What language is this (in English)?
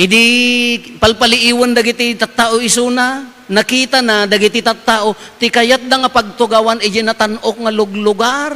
Iloko